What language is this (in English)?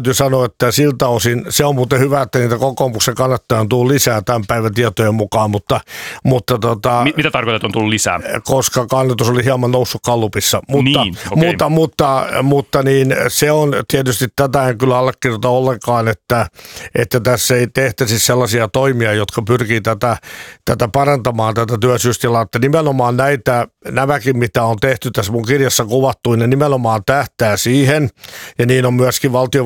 Finnish